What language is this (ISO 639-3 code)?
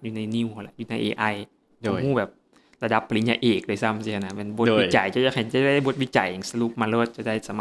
lao